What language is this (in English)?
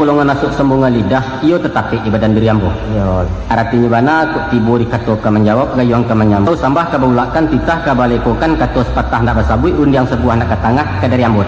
Minangkabau